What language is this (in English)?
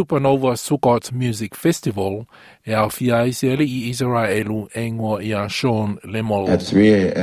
Samoan